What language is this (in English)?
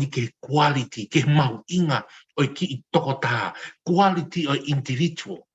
Tongan